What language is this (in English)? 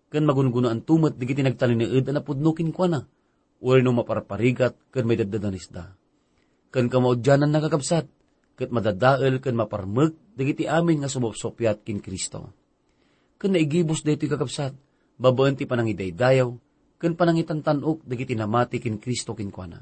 Iloko